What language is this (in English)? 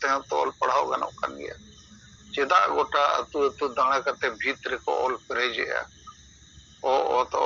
Santali